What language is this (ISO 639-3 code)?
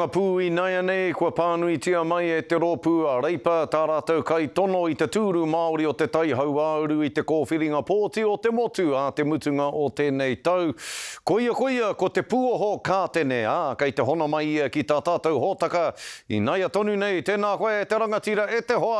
mri